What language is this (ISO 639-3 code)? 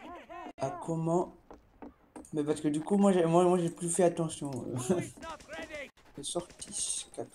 fra